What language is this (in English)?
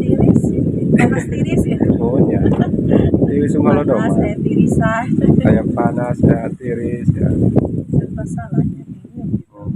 Sundanese